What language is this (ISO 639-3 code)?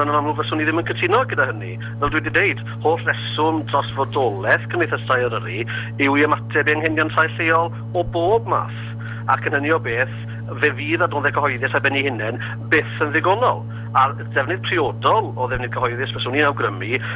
cym